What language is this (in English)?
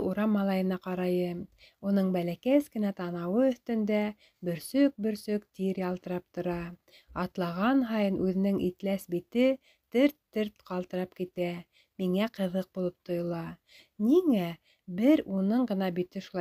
Bashkir